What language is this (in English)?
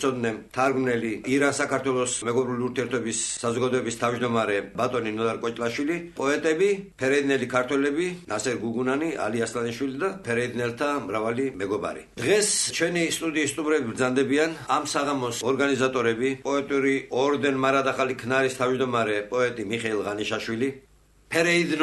Georgian